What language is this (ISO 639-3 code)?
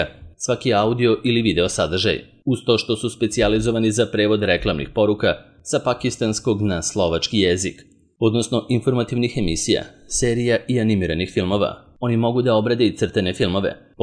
srp